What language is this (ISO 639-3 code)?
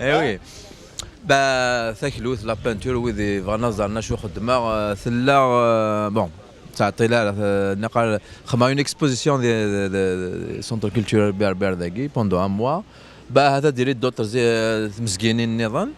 kab